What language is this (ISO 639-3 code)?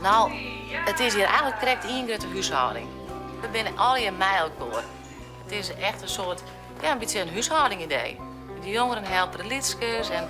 fry